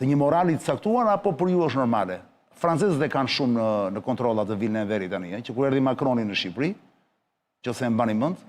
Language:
Albanian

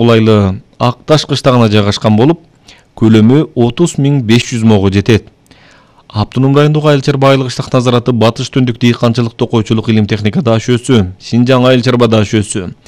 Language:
Kyrgyz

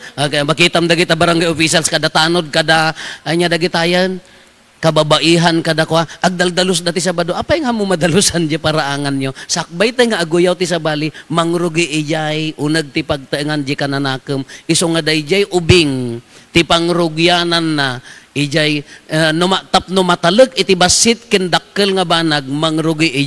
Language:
Iloko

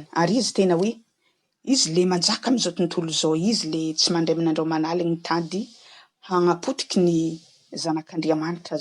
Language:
Malagasy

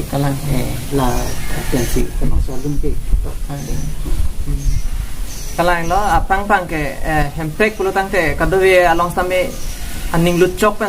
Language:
Karbi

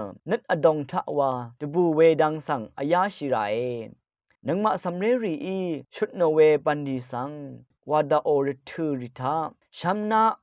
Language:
Rawang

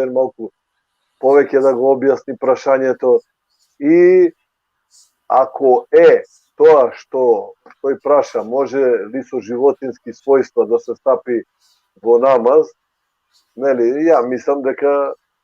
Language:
Balkan Romani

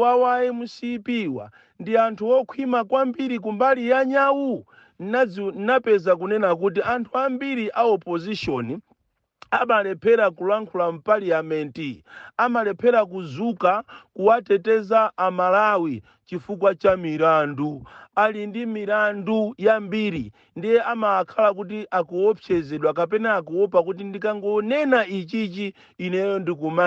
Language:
Nyanja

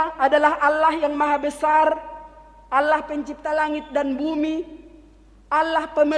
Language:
Batak Simalungun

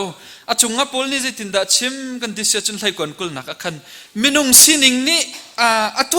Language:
Hakha Chin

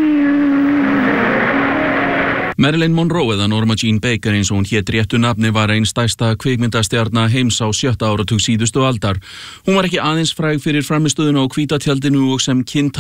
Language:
Icelandic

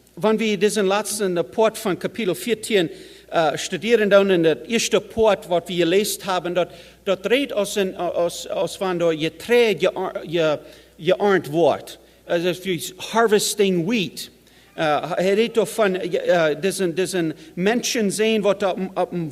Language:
Plautdietsch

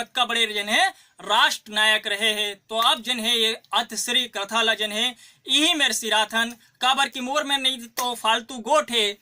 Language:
Chhattisgarhi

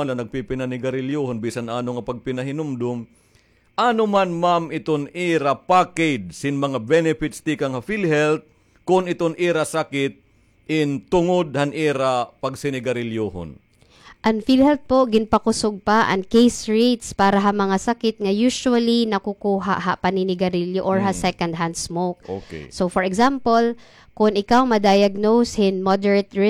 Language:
Waray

